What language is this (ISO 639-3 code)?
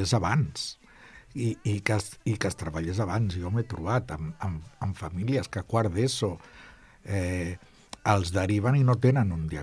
cat